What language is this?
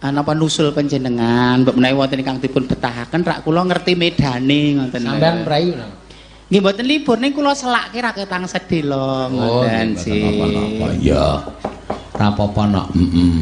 Javanese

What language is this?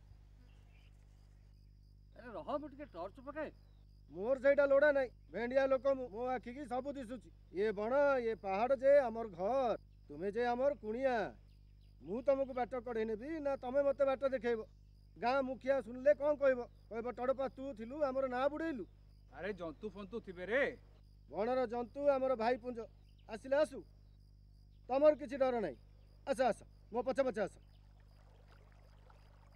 Odia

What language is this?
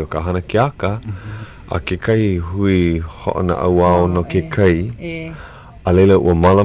Hawaiian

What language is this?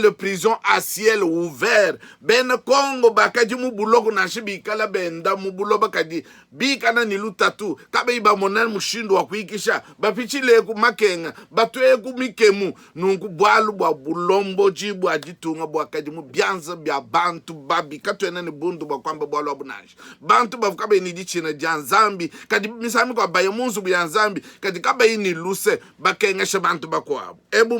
Luba-Lulua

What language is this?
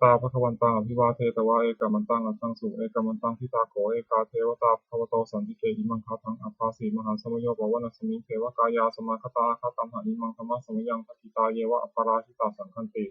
Pali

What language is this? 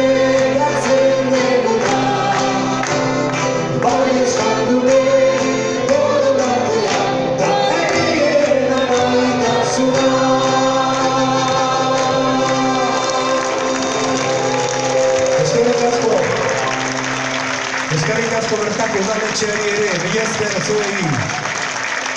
Basque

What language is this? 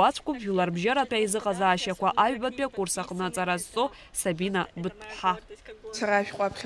Abkhazian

